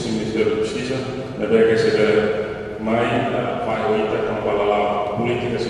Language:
Tetum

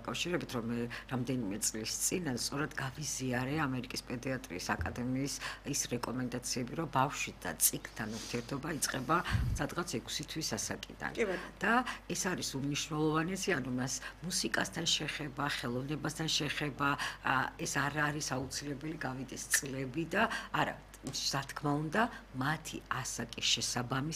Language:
Georgian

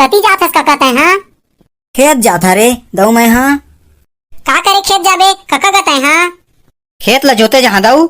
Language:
Chhattisgarhi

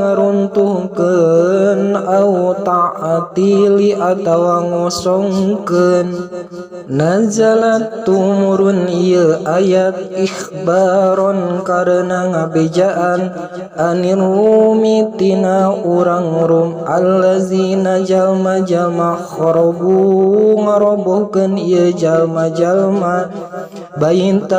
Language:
Sundanese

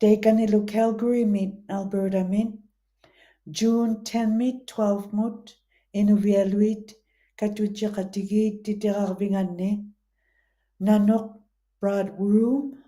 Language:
Western Canadian Inuktitut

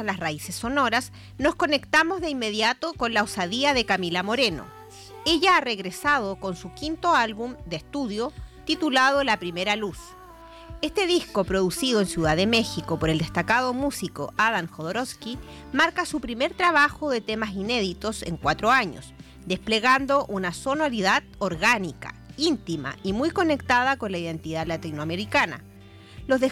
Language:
Spanish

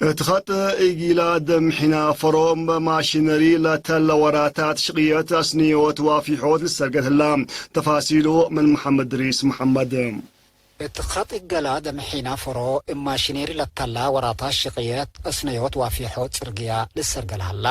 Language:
Tigre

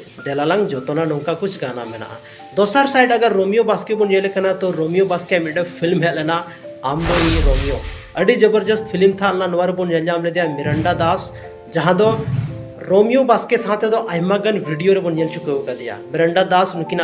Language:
Santali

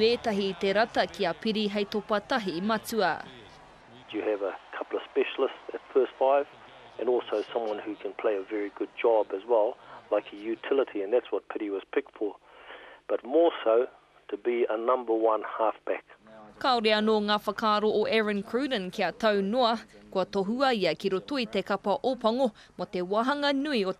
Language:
Māori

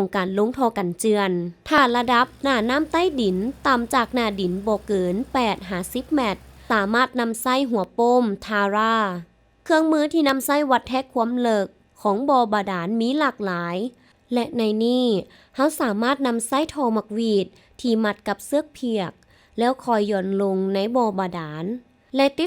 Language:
Lao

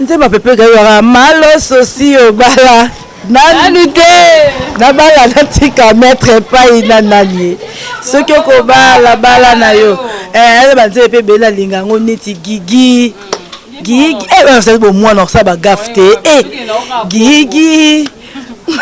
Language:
Lingala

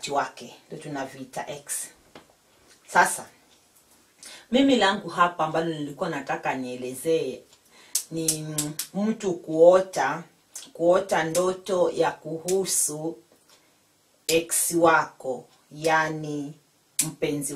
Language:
Swahili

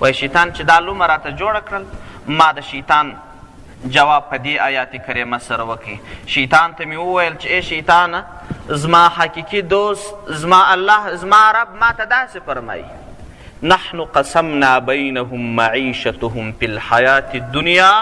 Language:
Pashto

